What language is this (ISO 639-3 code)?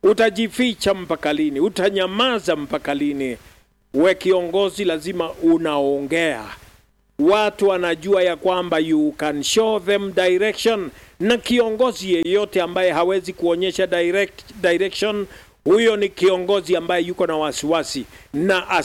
swa